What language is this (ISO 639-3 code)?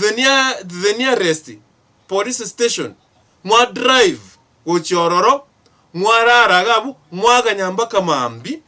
guz